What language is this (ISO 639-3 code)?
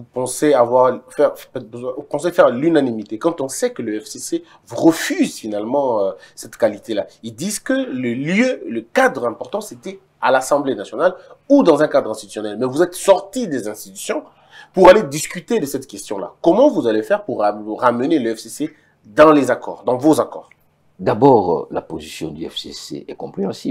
fra